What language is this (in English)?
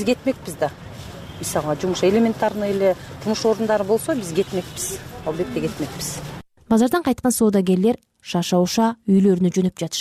Kyrgyz